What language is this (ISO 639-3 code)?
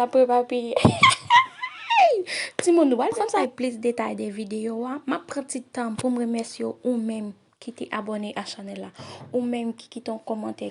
hat